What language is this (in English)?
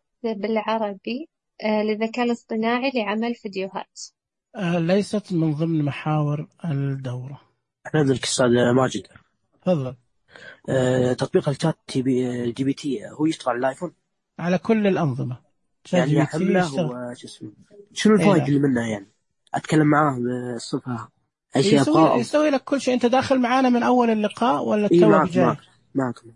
Najdi Arabic